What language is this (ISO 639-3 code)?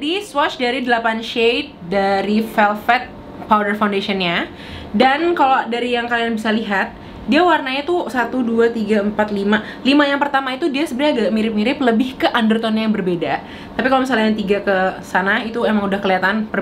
ind